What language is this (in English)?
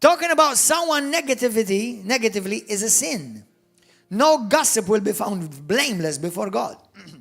English